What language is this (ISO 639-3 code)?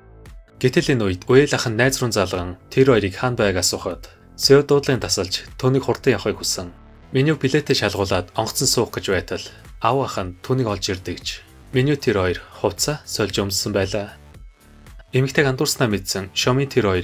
mon